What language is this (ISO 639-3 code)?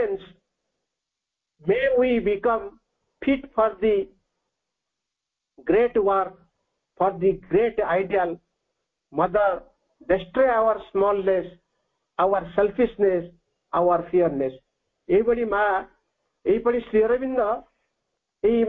ori